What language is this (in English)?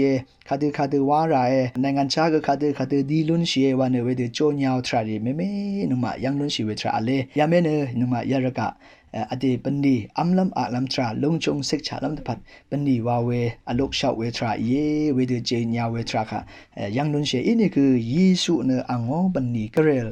Rawang